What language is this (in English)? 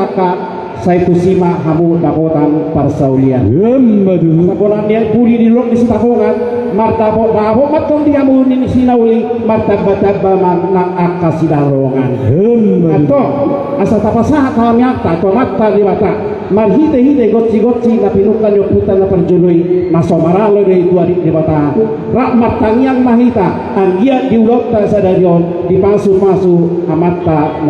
Batak Toba